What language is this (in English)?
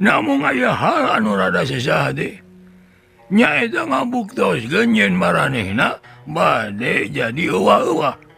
Sundanese